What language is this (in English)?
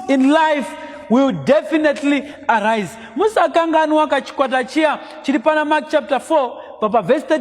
Shona